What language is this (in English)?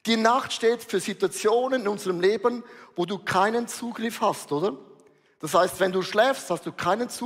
Swiss German